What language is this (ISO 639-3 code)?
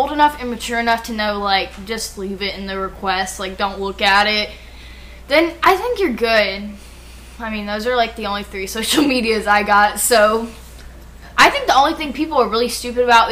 eng